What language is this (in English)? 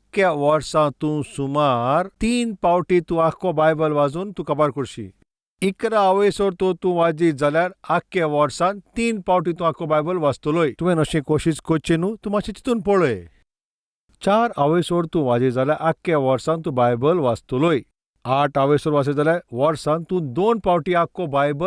Konkani